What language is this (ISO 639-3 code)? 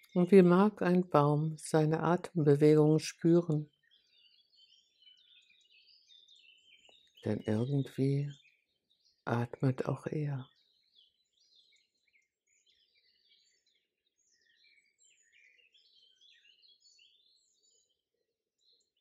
deu